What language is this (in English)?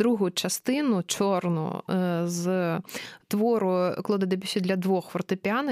Ukrainian